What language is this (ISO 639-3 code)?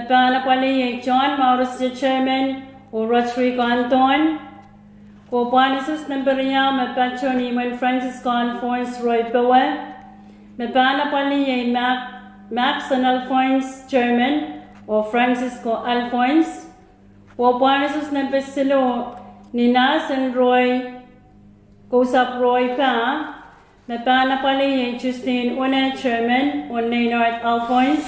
pon